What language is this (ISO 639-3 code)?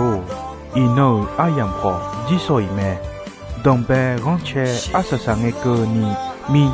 ahk